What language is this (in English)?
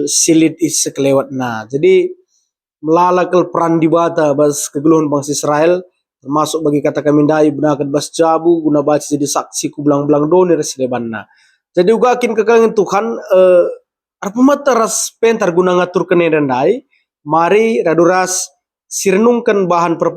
Batak Karo